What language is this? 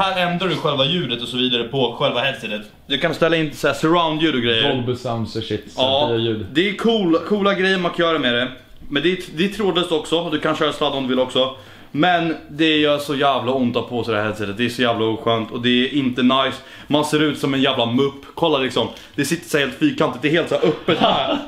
Swedish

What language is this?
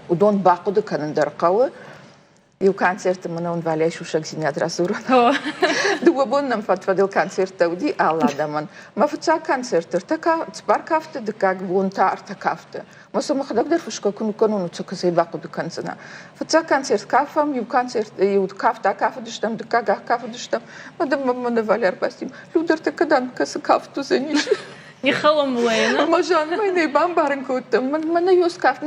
Ossetic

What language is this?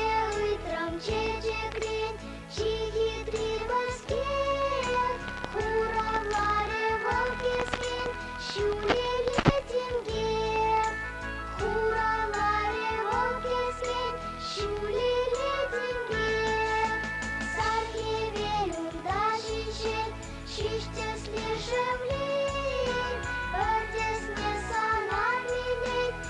Chuvash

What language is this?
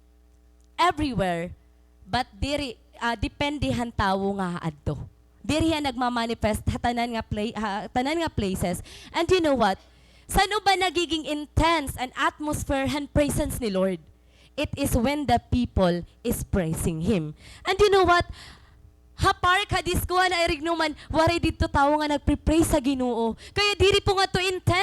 Waray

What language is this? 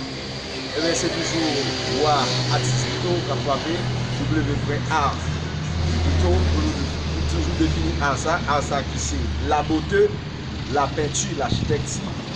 Haitian Creole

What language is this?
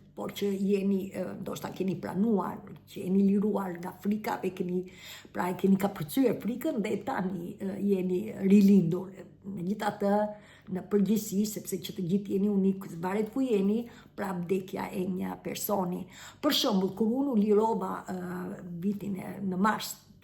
Albanian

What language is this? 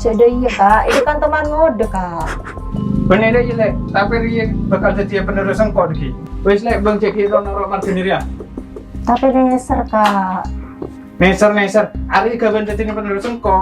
Madurese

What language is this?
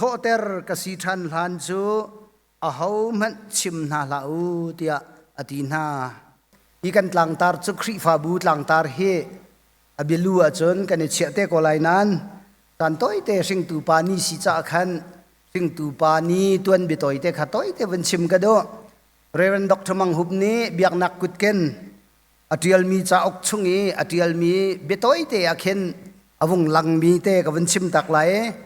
Hakha Chin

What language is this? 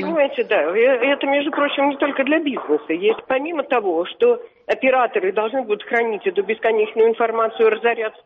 Russian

